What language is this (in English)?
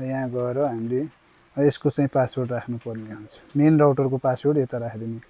Nepali